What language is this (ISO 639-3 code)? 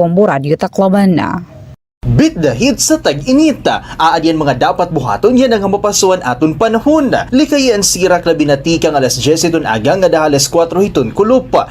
war